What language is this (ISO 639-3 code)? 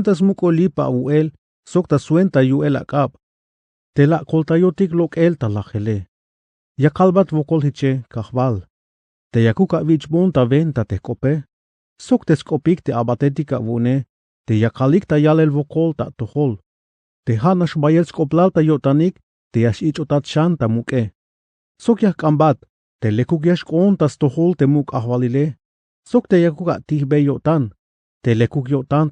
tzh